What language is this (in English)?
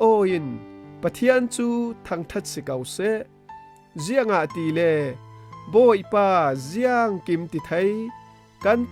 Falam Chin